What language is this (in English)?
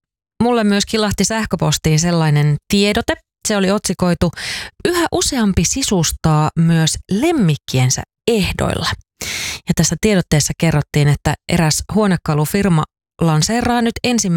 Finnish